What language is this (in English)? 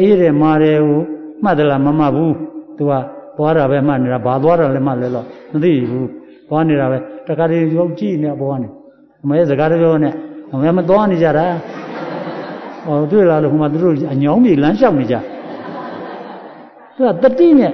Burmese